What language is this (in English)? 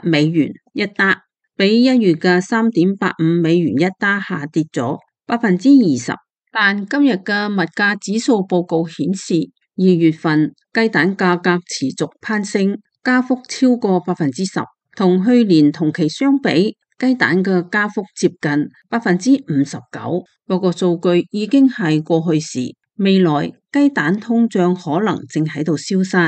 Cantonese